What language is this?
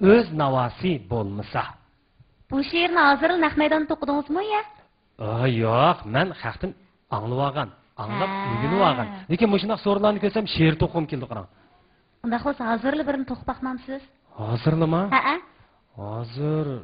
Uyghur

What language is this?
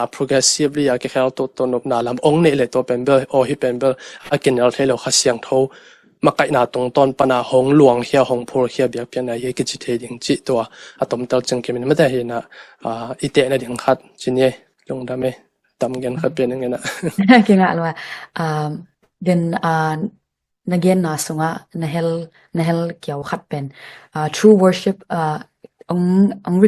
Tedim Chin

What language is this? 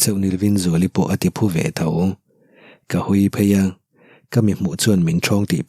Mizo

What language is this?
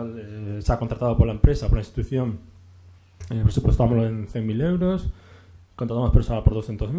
Galician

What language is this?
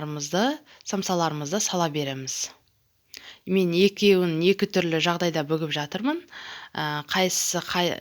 Kazakh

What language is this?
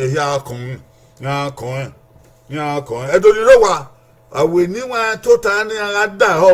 Bini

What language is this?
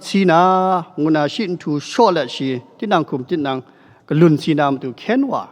Kachin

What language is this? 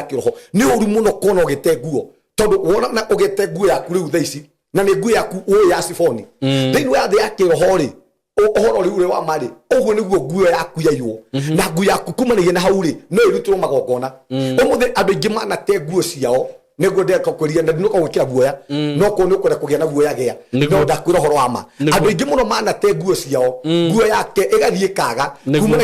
Kikuyu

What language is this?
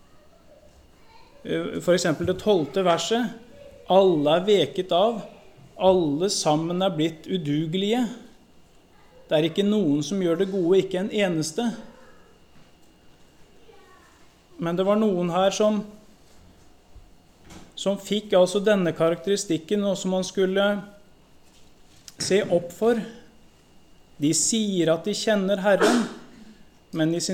Norwegian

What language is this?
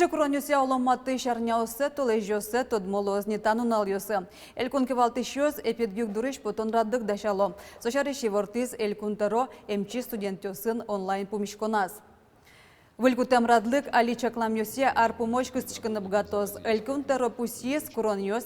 Udmurt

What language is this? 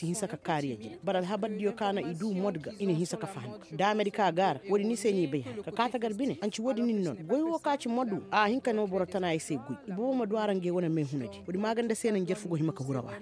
Koyraboro Senni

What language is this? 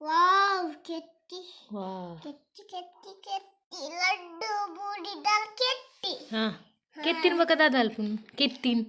Tulu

